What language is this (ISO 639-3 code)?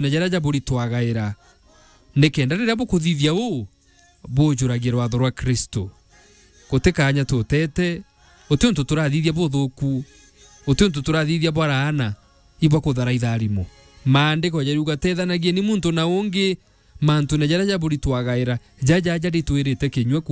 mer